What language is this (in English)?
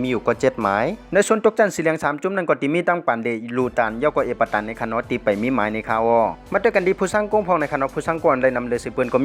Shan